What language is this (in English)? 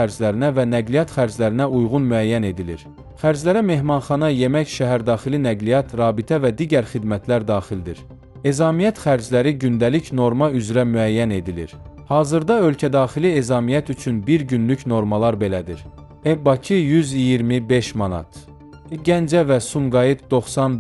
Azerbaijani